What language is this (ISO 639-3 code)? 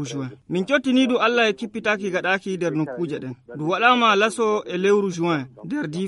fuv